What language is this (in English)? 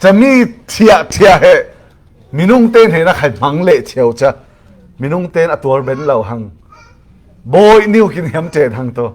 Falam Chin